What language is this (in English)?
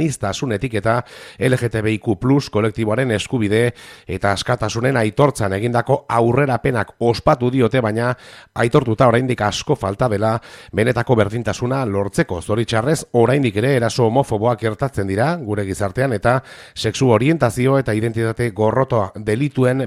Basque